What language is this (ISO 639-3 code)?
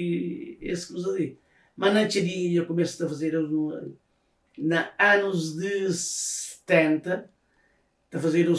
kea